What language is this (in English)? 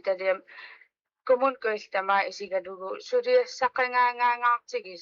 Kalaallisut